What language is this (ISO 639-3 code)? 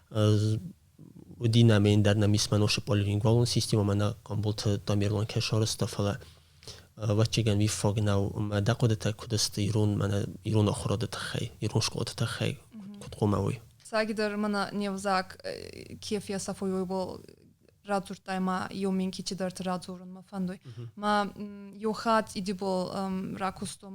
oss